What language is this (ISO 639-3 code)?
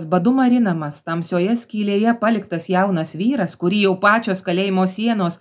lit